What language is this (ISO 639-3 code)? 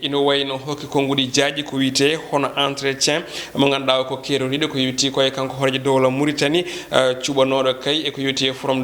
ful